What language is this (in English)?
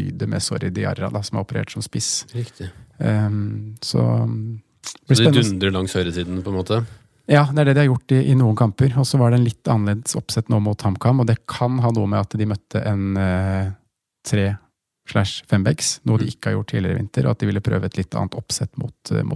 Norwegian